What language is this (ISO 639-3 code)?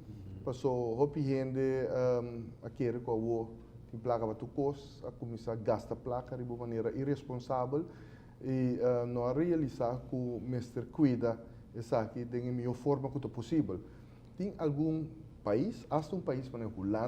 pap